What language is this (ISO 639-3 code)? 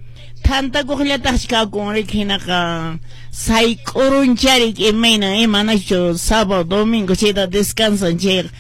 que